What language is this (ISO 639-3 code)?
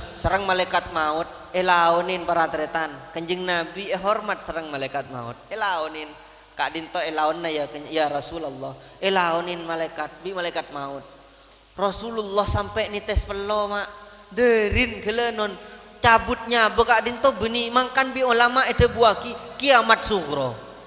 mad